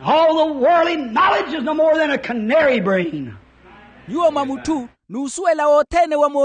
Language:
Makhuwa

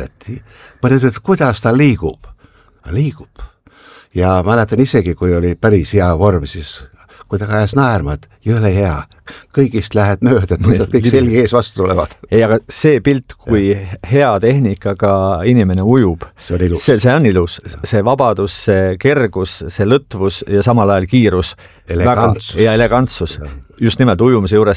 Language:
Estonian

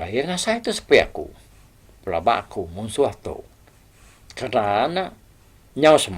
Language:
Iban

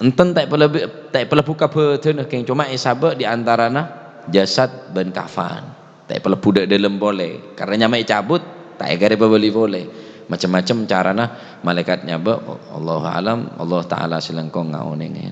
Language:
Madurese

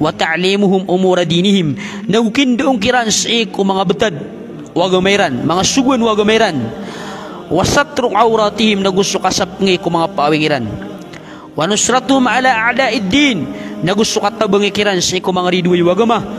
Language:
Maranao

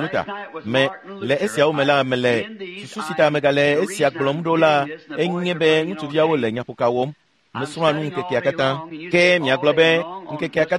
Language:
Ewe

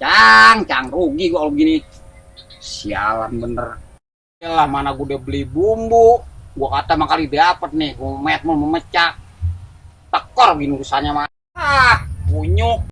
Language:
Betawi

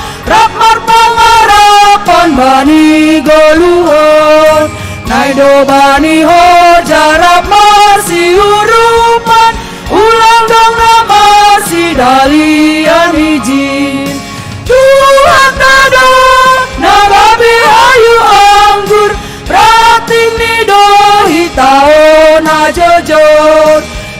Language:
Batak Simalungun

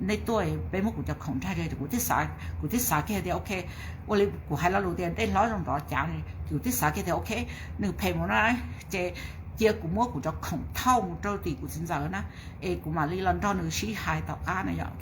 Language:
Hmong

